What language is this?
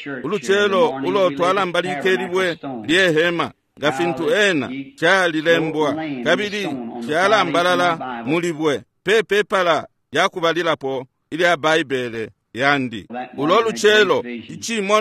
Bemba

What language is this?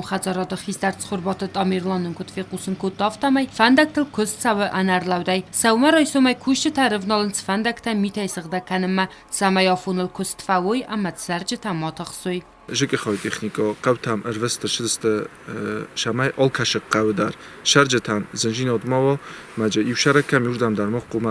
Ossetic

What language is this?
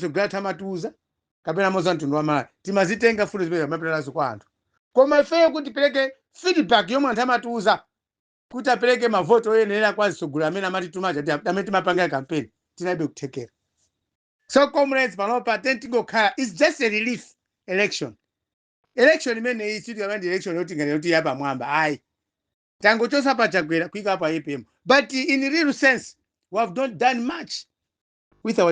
Nyanja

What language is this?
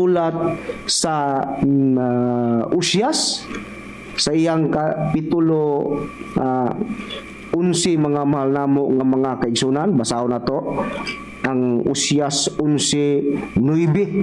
Cebuano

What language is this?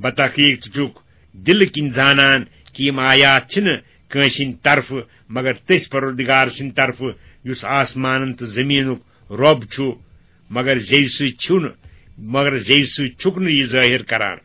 Kashmiri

